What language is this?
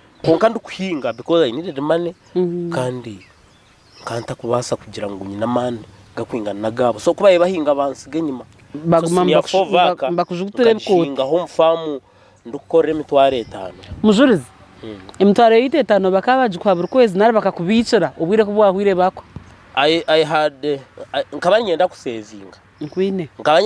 Nyankole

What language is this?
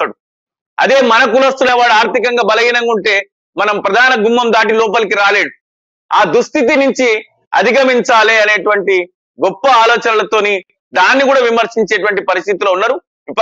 Telugu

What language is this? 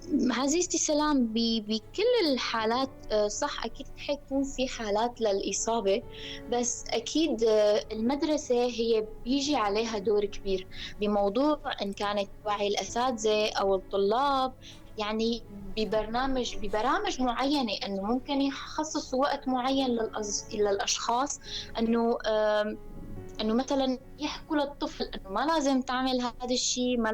North Levantine Arabic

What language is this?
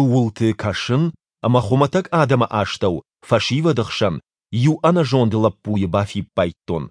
Ossetic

